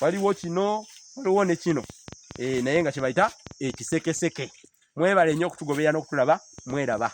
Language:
Ganda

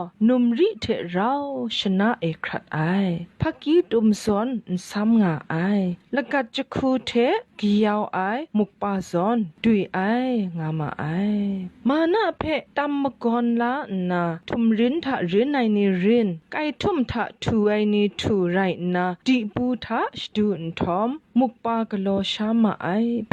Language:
Kachin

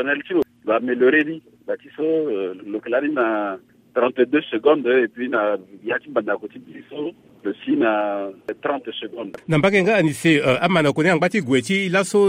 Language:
Sango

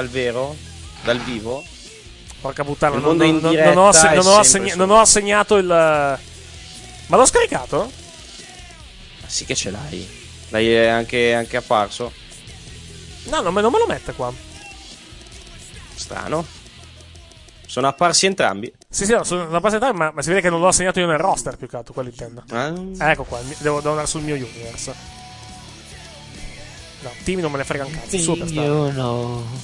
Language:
Italian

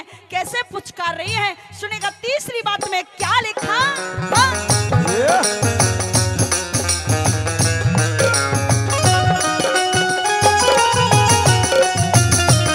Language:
Haryanvi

